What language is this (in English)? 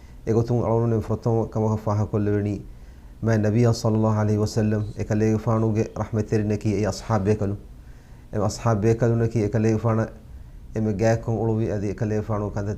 Divehi